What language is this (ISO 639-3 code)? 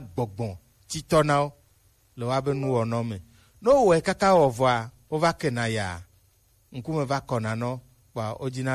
gej